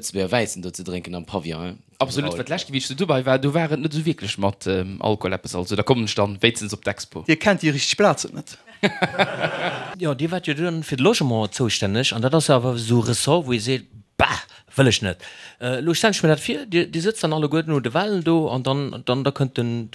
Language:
Luxembourgish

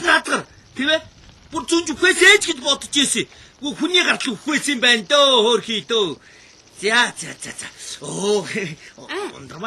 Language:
Mongolian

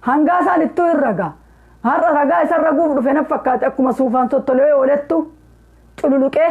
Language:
Oromo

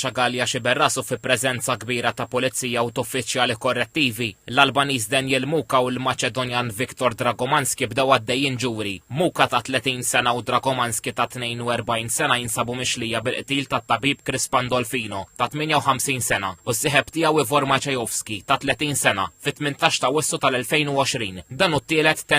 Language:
Maltese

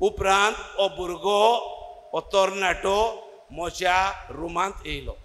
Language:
Konkani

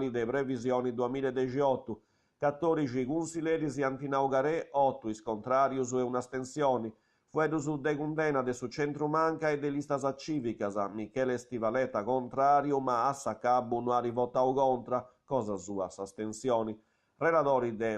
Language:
Sardinian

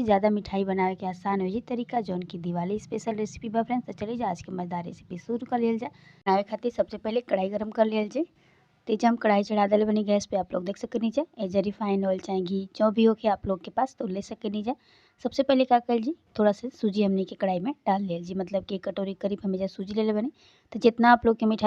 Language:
Bhojpuri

